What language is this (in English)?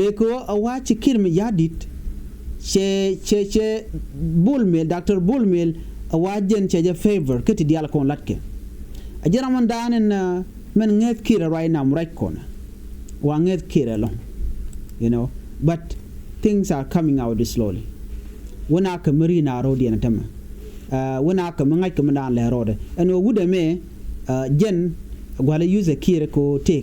Nuer